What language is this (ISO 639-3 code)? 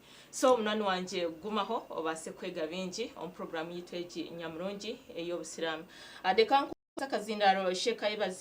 nyn